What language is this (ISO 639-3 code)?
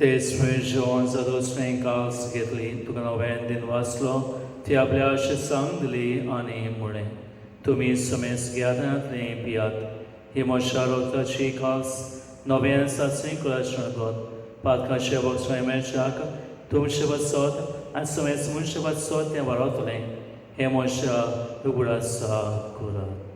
kok